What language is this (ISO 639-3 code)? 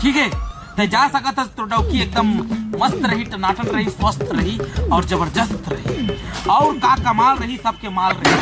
hne